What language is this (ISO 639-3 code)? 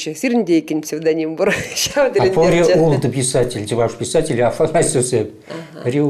chv